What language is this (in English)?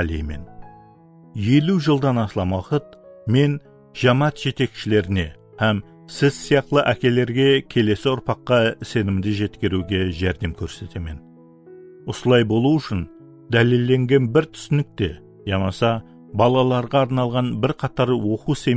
Kara-Kalpak